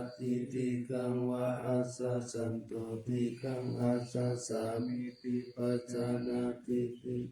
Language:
Pali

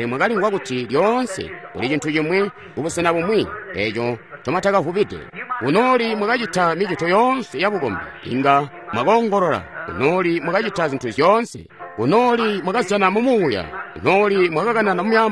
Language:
Tonga (Zambia)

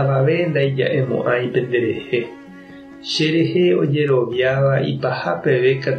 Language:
Guarani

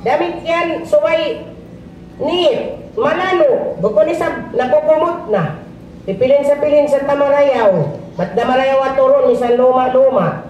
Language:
Tausug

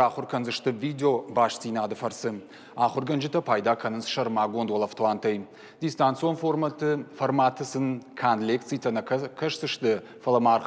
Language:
Ossetic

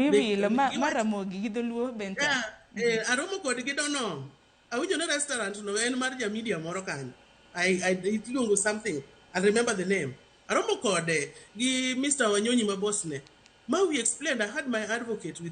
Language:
Luo (Kenya and Tanzania)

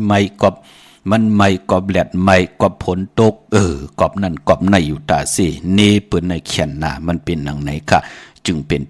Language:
Shan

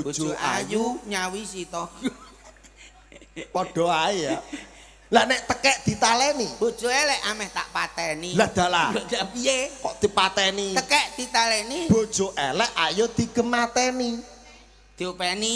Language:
Javanese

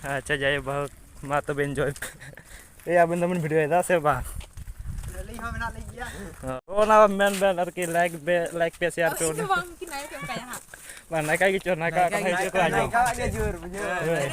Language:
Santali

